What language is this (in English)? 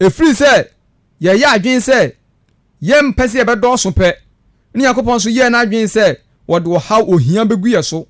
Akan